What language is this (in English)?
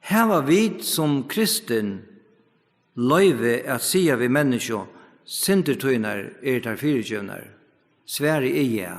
Faroese